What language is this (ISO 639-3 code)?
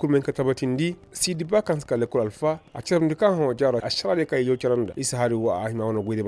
ses